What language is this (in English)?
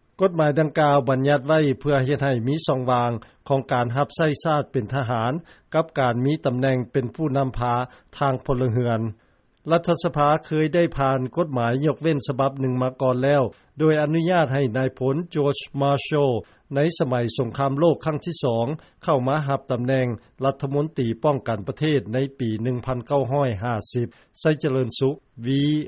Lao